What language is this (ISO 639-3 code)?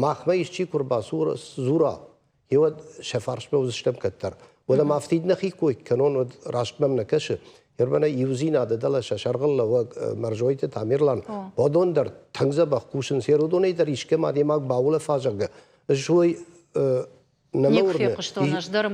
oss